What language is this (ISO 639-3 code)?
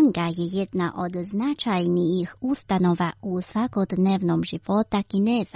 hrv